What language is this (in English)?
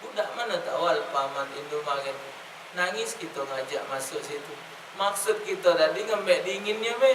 Musi